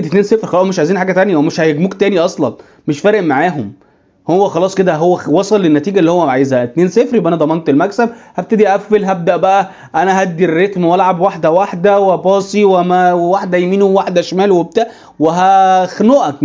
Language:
Egyptian Arabic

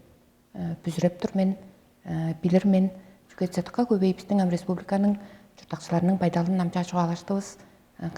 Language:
Tuvinian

